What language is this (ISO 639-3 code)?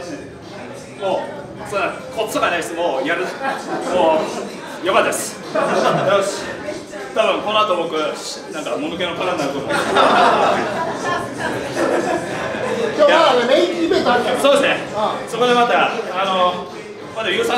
jpn